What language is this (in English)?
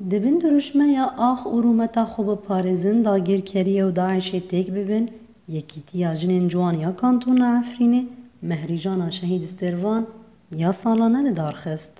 Kurdish